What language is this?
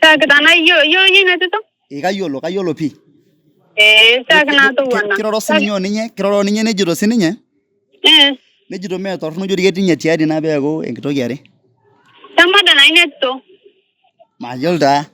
Masai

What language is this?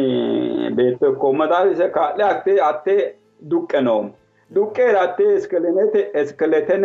Sidamo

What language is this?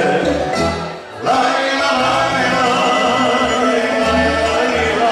Croatian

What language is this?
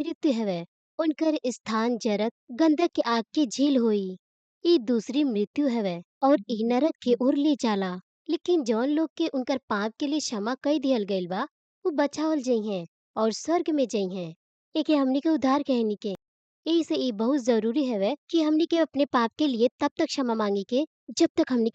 Bhojpuri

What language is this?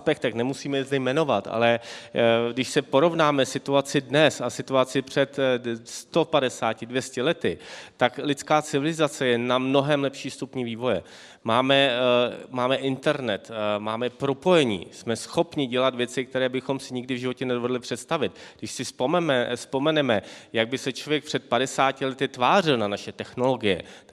Czech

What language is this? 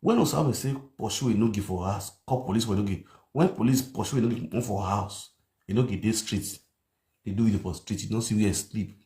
Nigerian Pidgin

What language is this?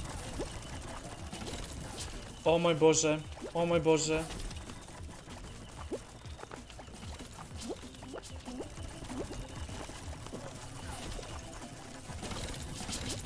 Croatian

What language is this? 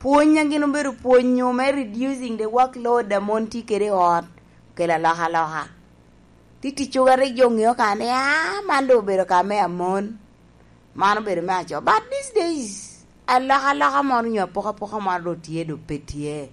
Lango (Uganda)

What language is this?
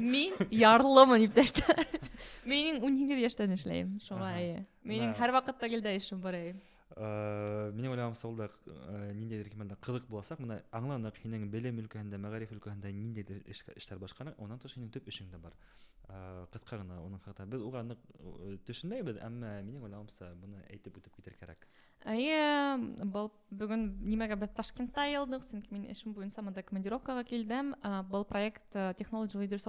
Bashkir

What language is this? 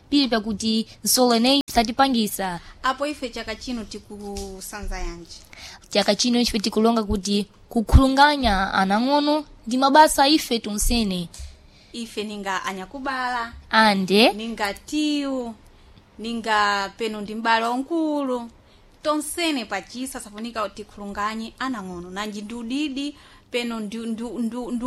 Sena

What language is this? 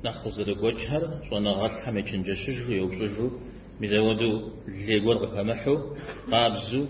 Kabardian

